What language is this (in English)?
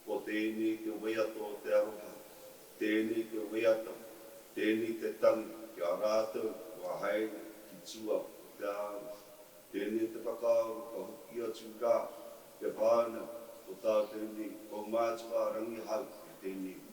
Māori